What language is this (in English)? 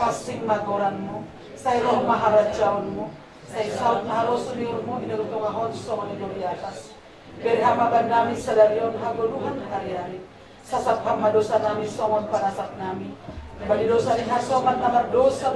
Batak Simalungun